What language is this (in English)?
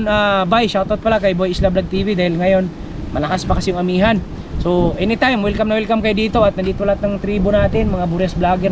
Filipino